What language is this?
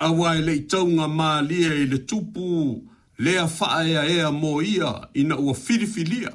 Samoan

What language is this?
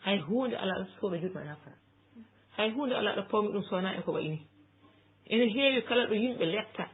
Fula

